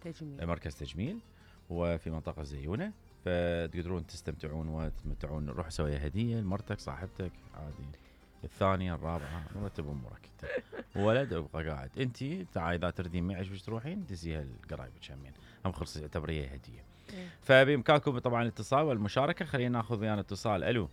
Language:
Mesopotamian Arabic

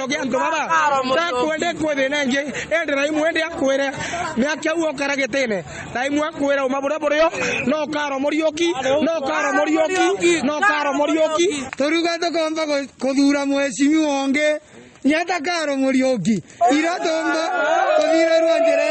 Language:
Meru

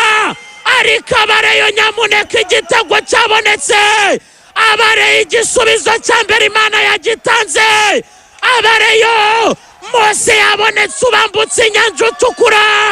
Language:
Kinyarwanda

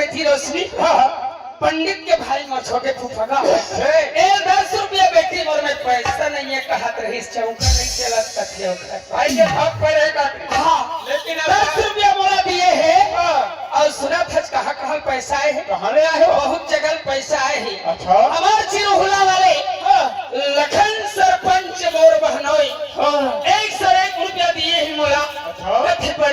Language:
Chhattisgarhi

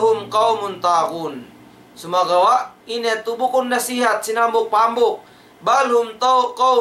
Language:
Tausug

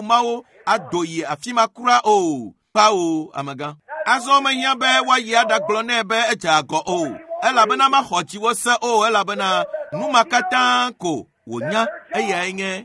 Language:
Ewe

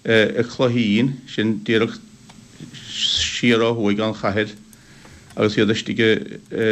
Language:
Irish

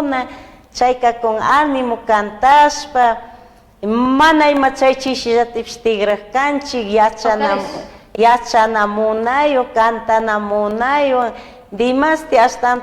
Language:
Chimborazo Highland Quichua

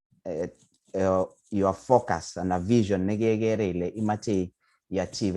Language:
Kalenjin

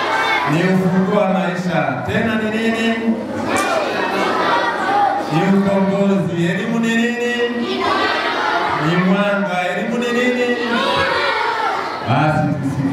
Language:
Swahili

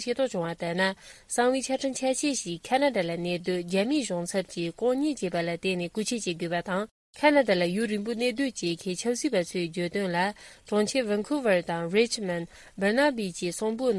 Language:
Tibetan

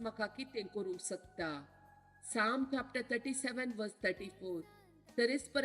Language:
Konkani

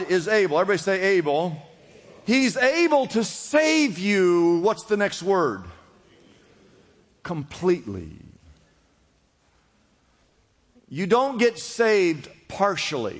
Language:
English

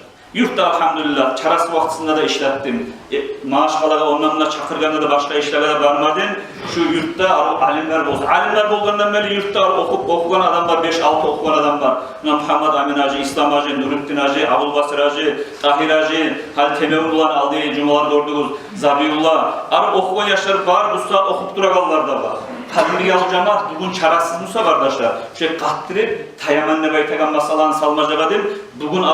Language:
Kumyk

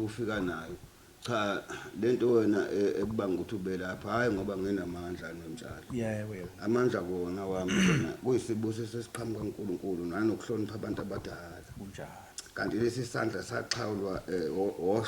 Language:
Zulu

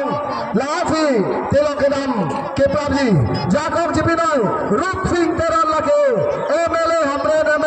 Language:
Karbi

